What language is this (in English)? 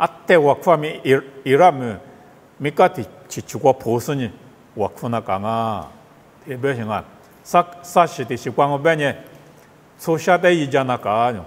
Lisu